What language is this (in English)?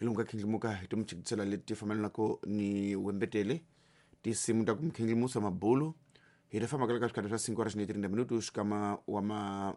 Tsonga